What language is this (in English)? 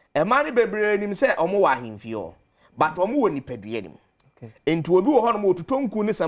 Akan